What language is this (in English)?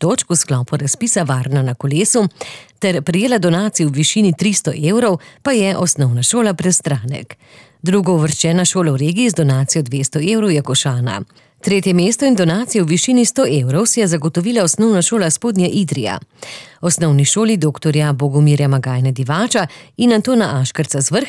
Slovenian